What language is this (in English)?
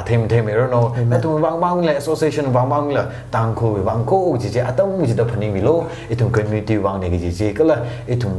Tangkhul Naga (India)